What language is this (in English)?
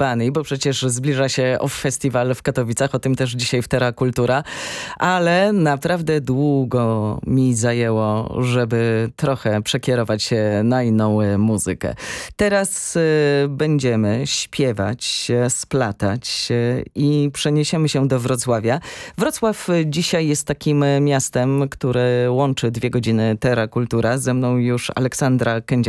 Polish